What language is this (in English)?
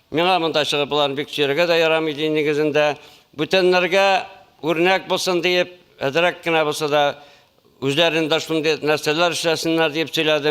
Tatar